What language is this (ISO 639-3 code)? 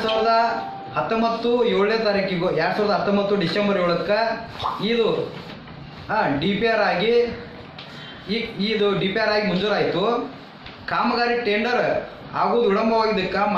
kan